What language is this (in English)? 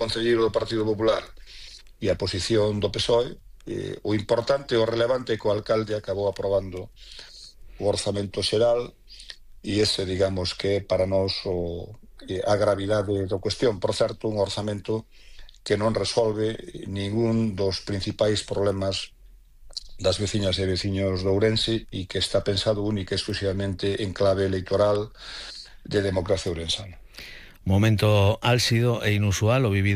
Galician